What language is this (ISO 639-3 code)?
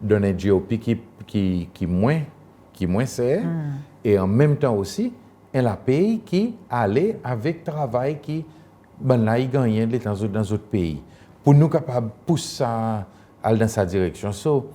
crs